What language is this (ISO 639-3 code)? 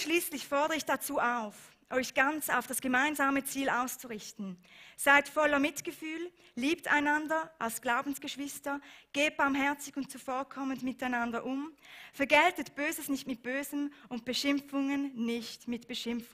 gsw